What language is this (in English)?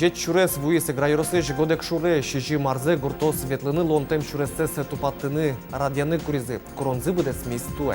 Udmurt